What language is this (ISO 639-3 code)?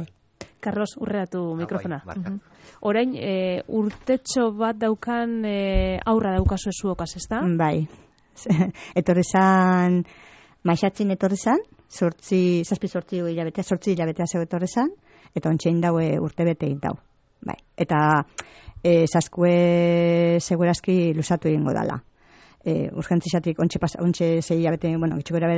eus